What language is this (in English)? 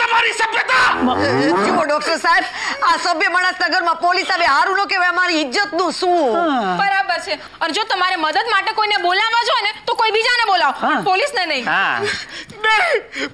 Gujarati